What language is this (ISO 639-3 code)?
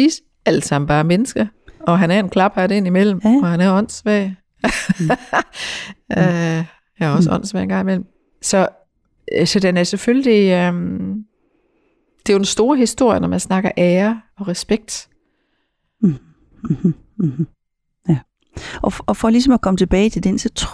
dan